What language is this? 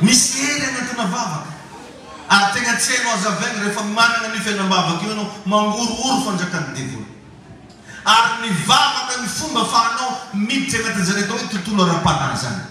Malagasy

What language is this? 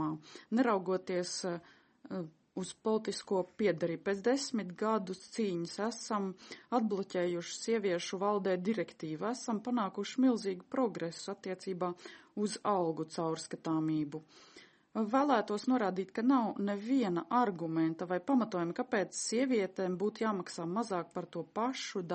Latvian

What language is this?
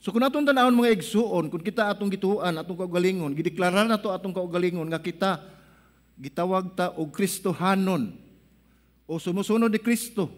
Cebuano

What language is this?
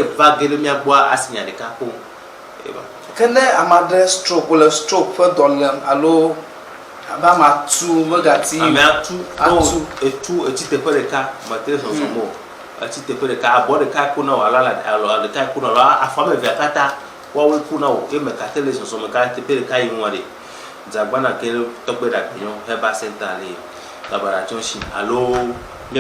Ewe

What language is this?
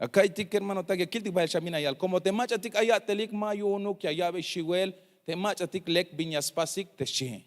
Tzeltal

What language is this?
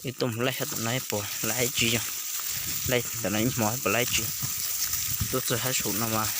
Hmong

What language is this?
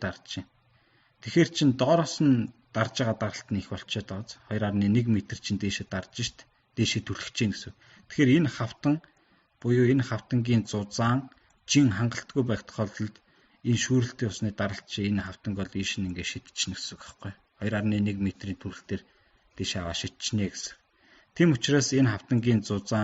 Mongolian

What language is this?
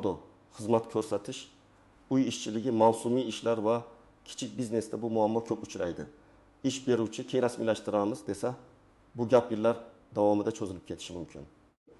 Uzbek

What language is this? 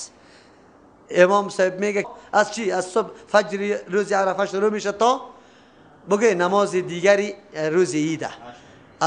Persian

